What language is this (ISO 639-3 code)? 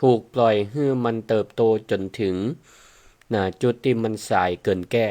nod